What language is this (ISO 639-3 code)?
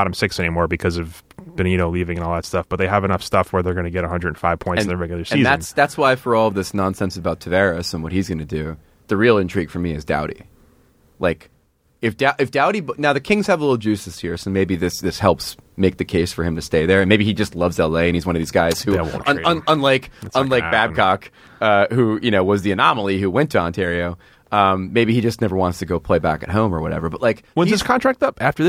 eng